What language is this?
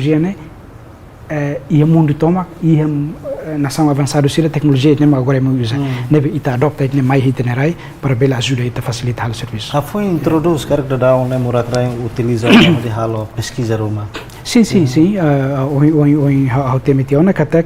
Tetum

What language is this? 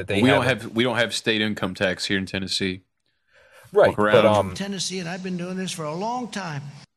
English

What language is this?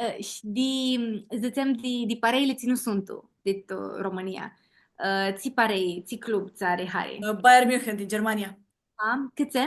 Aromanian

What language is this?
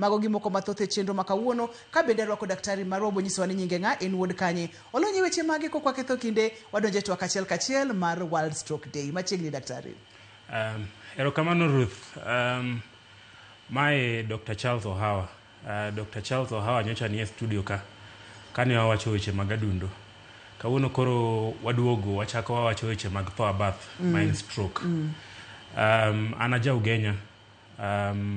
Luo (Kenya and Tanzania)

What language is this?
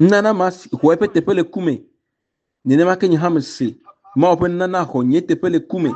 Ewe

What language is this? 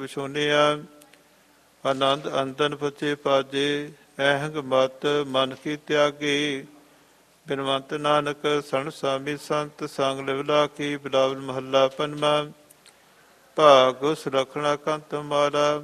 Punjabi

